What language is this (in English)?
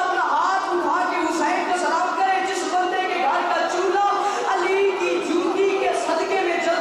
Urdu